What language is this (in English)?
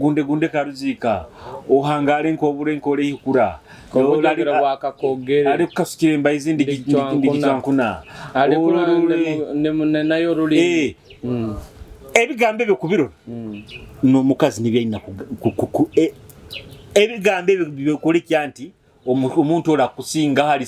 Nyoro